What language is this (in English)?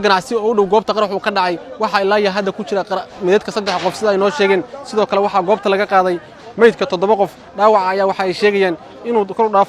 Somali